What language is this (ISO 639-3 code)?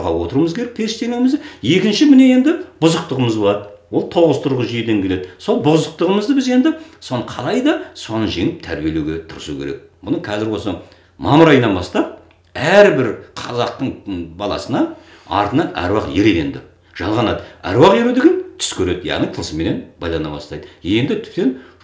kaz